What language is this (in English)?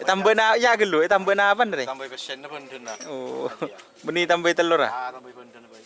Madurese